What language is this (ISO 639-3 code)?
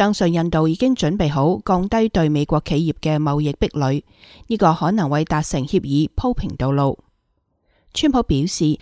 yue